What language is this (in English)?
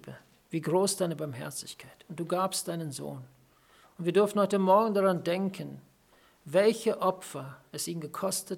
German